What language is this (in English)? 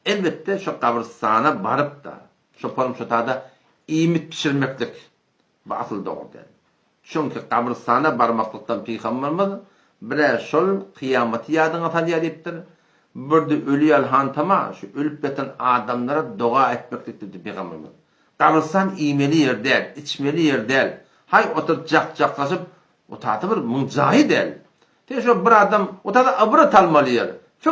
Turkmen